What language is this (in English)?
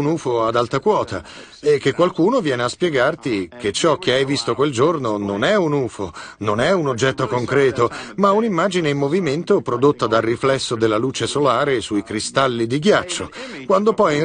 Italian